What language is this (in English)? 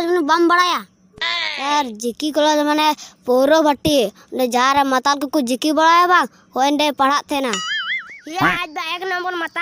Santali